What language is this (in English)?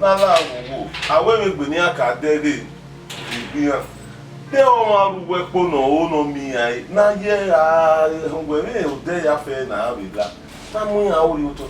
Bini